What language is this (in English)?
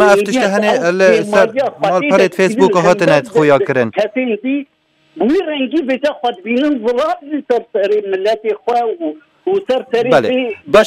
Kurdish